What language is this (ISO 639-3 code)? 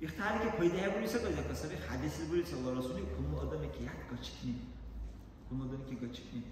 dar